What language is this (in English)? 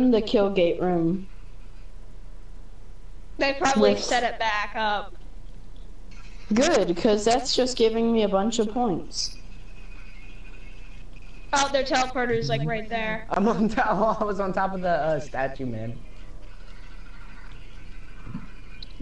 English